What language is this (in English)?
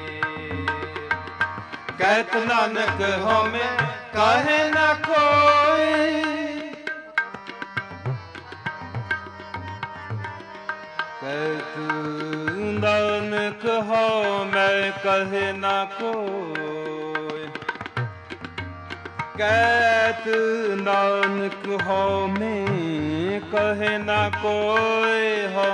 Punjabi